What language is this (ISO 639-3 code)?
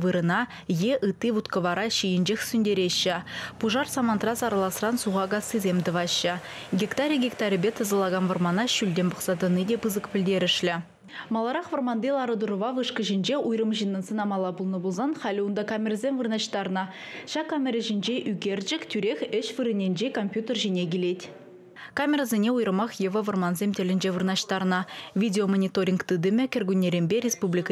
chv